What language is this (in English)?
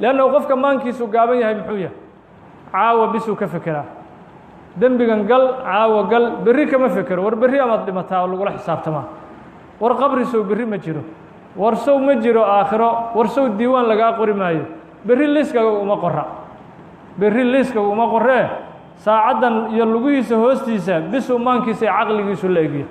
Somali